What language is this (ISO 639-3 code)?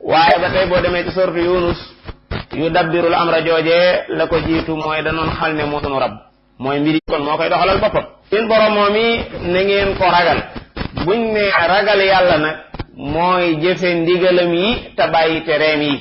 wol